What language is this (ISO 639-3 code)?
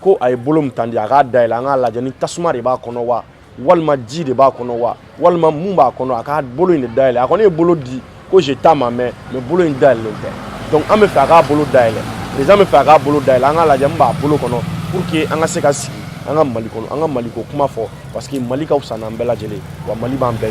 bam